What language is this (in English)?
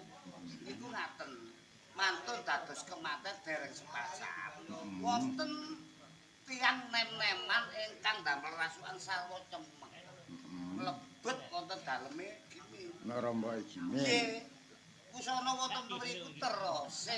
Javanese